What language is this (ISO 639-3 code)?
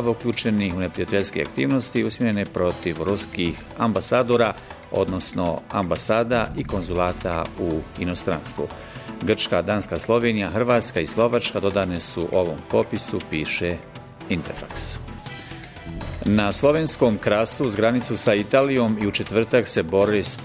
bos